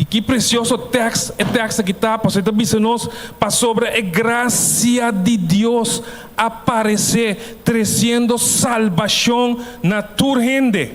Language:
Papiamento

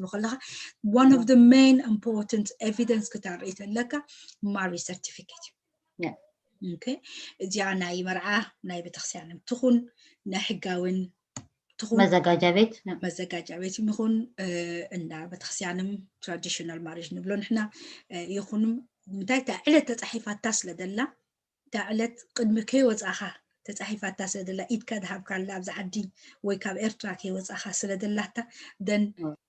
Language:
Tigrinya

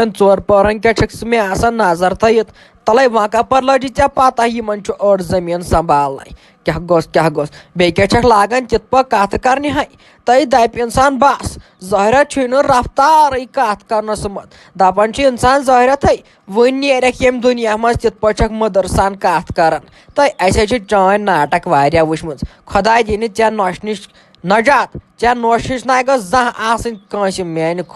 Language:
Kashmiri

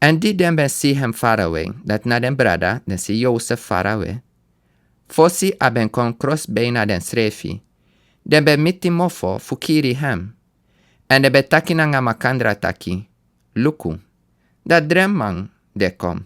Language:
Sranan Tongo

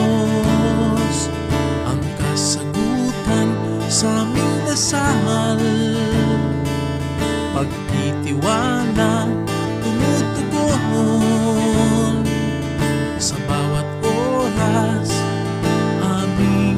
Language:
Filipino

